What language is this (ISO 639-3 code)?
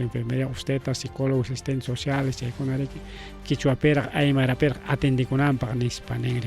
quy